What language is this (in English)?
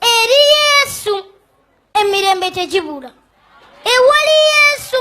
Ganda